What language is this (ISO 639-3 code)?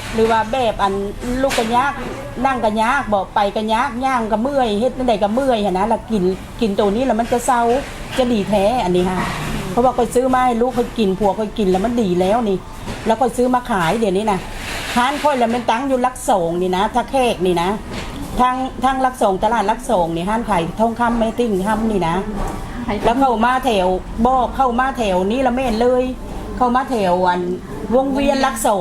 lao